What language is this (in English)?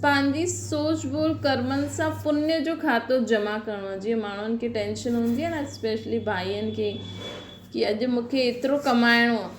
Sindhi